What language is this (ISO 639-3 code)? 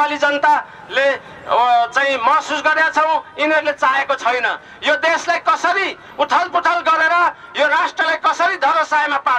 nep